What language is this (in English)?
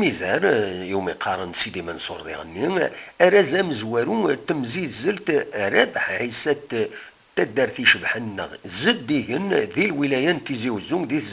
Kabyle